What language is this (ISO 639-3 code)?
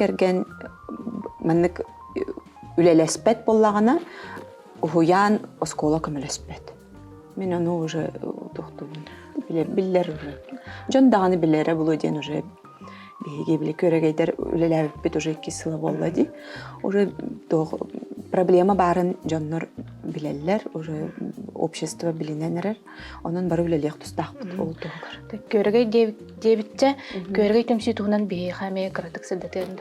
sah